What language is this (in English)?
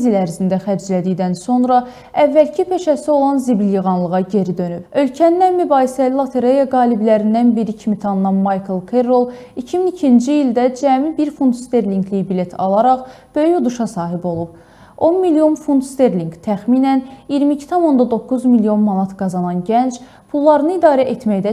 Azerbaijani